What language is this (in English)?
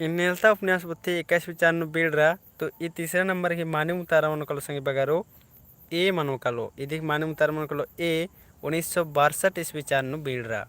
Kurukh